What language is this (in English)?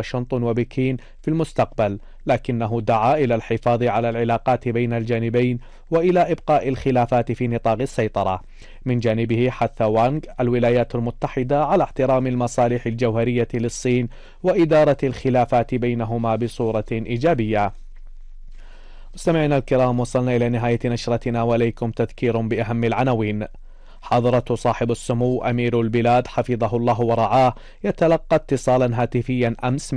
Arabic